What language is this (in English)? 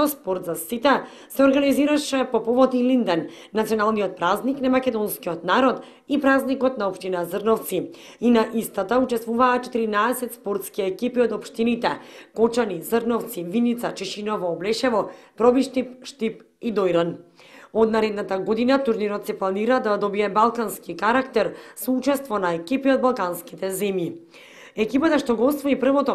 Macedonian